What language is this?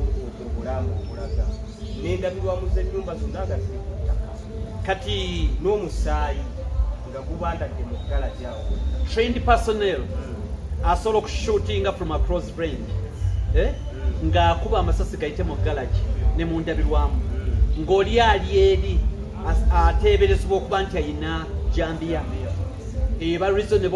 Ganda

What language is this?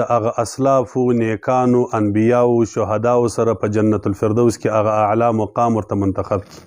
Pashto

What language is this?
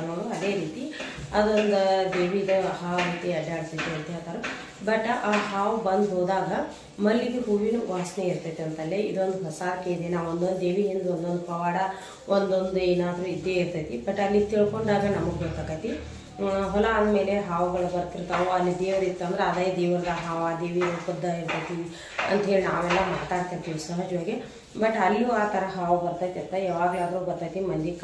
Kannada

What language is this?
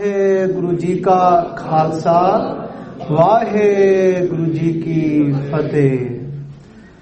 Punjabi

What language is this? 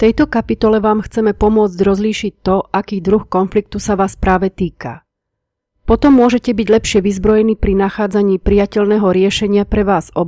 Slovak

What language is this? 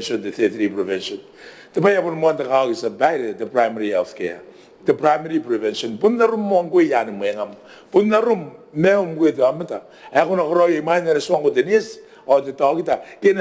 Gilbertese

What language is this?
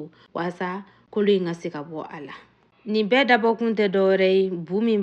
Bambara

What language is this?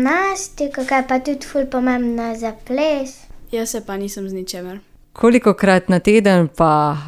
Slovenian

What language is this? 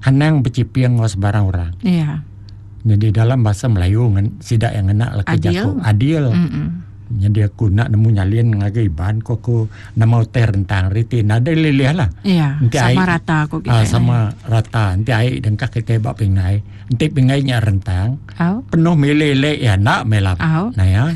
Iban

